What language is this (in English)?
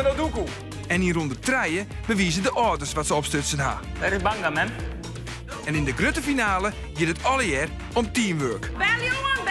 Western Frisian